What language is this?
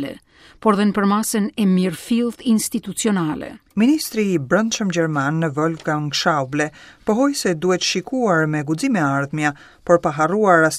Albanian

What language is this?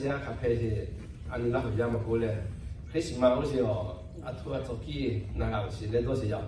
Lahu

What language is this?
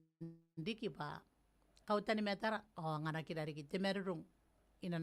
Gilbertese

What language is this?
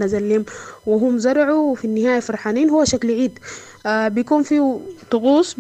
Sudanese Arabic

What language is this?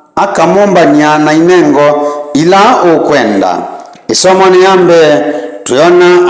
Kamba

